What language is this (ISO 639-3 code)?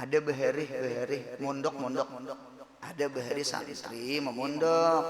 bjn